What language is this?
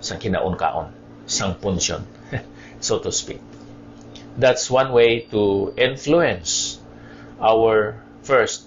Hiligaynon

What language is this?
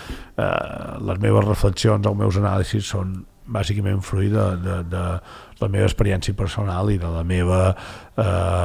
Catalan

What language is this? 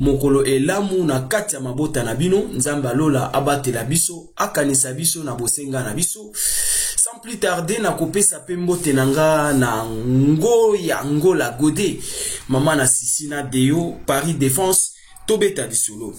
Lingala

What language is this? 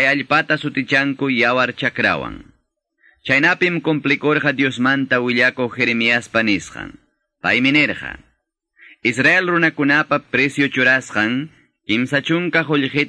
Quechua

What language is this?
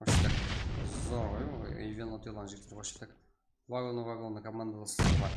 Kara-Kalpak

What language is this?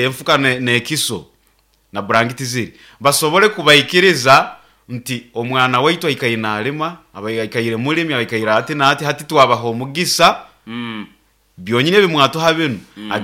Nyoro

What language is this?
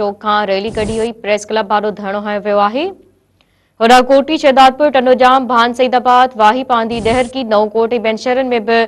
Sindhi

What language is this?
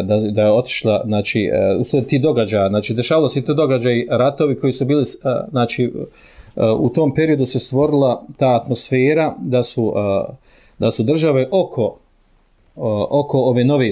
Bosnian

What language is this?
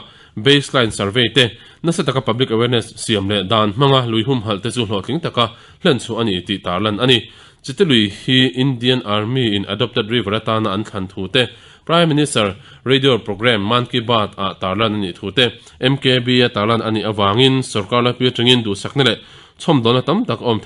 Mizo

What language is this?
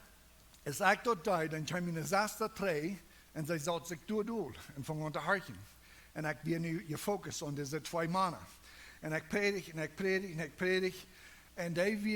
Plautdietsch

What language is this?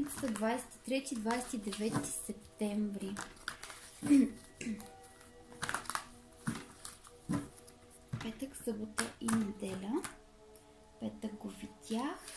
Bulgarian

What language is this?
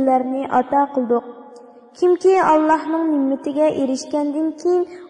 Uyghur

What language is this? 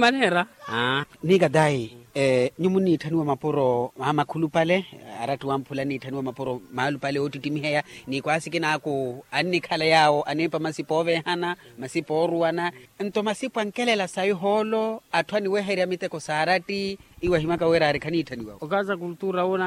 Makhuwa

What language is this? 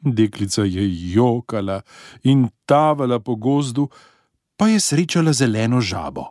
Slovenian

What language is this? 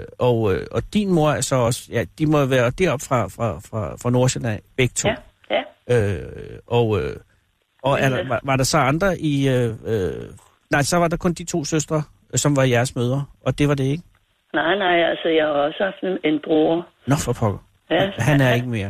Danish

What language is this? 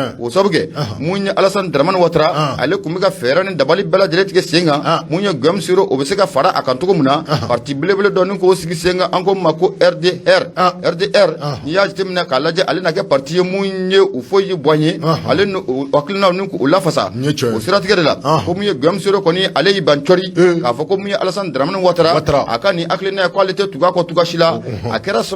Bambara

